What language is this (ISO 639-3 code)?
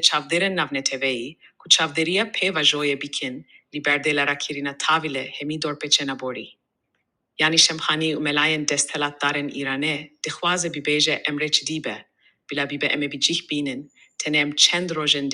kur